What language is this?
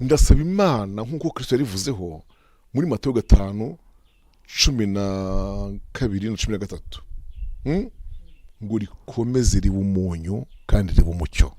Kinyarwanda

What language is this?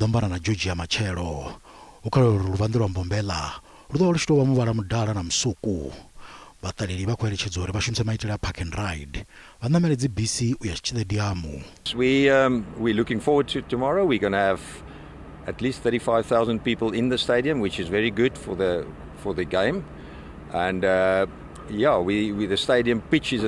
Venda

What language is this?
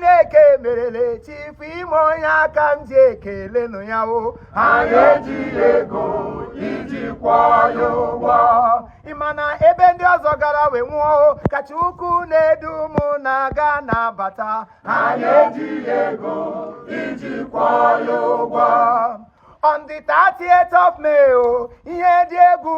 Igbo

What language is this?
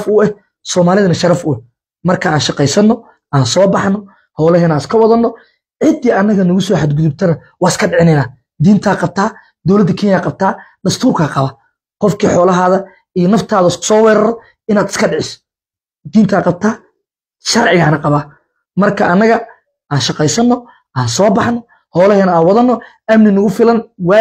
Somali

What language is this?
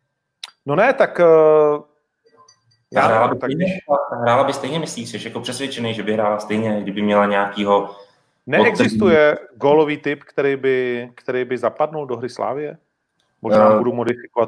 Czech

